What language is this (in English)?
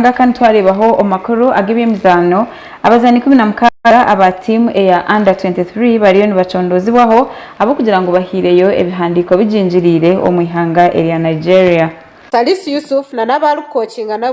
Nyankole